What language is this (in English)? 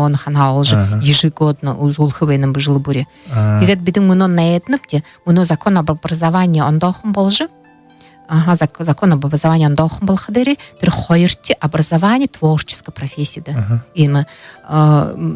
Buriat